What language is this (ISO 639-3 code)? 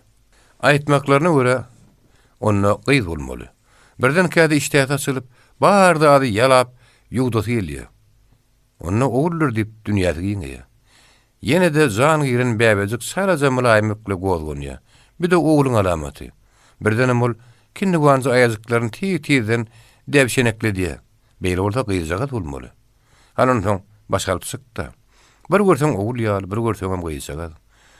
tuk